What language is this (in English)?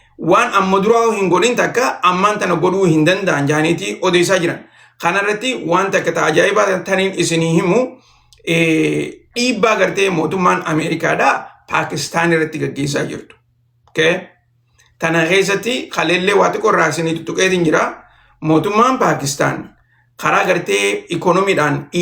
Oromo